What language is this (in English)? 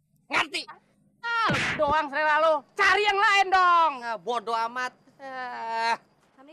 Betawi